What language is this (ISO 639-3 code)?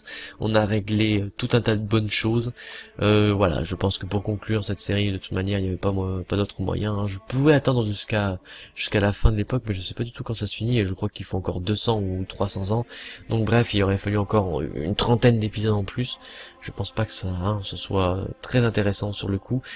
fra